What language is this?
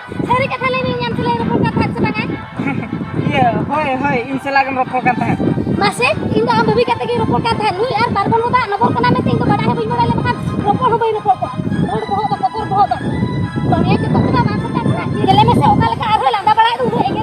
Santali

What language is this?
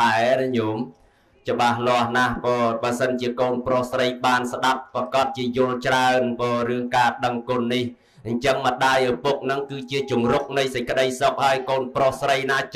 Khmer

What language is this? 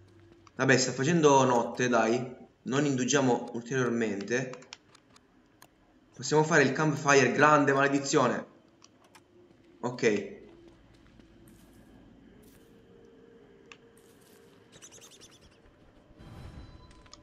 Italian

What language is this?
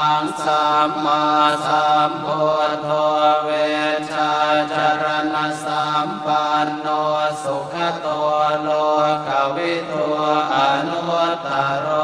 Pali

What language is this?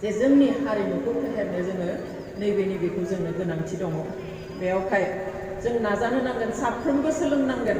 Bodo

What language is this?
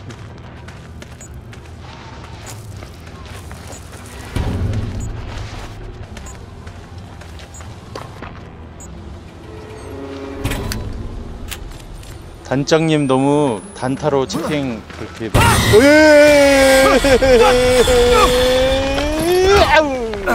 Korean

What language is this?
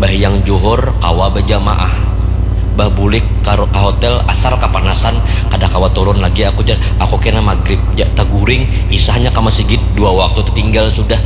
Banjar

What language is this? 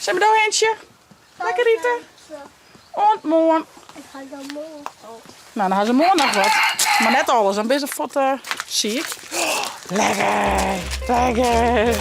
Western Frisian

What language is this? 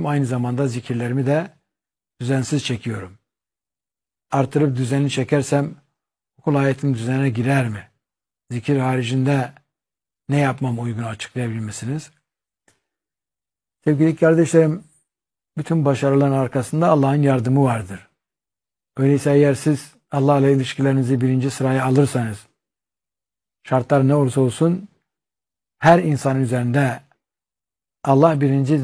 Turkish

